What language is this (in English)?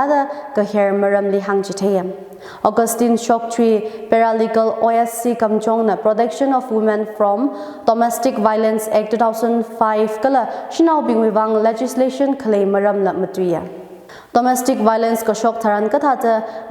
Tangkhul Naga (India)